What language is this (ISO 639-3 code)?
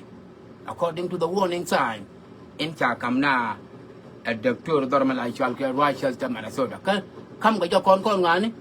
nus